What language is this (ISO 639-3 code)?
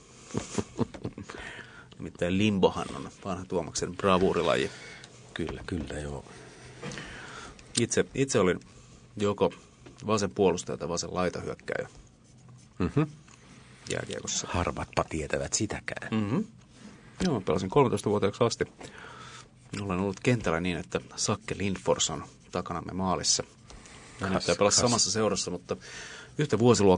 fin